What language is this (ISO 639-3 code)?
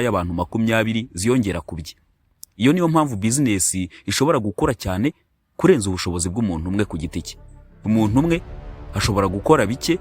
kin